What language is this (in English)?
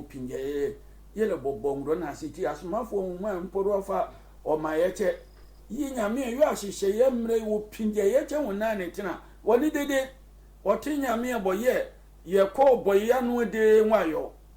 Sehwi